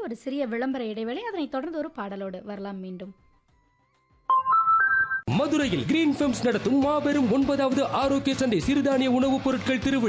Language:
Tamil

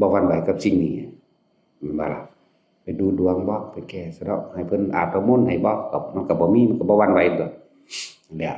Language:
Northeastern Thai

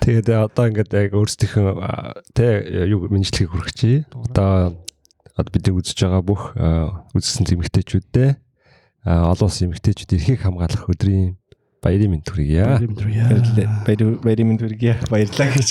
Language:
Mongolian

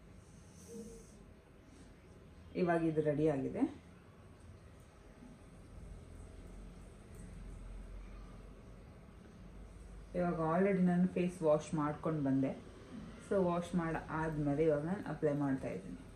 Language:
Kannada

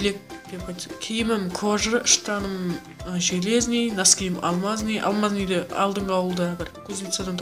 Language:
Kara-Kalpak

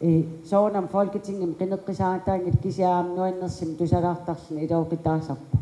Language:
Kalaallisut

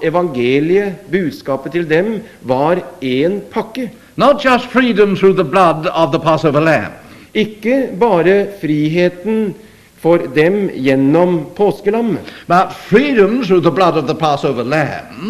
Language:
Norwegian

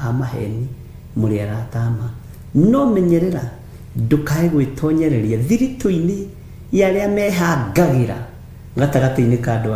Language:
Kikuyu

